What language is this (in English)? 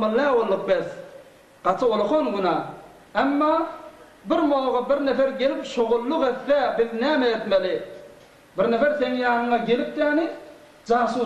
Turkmen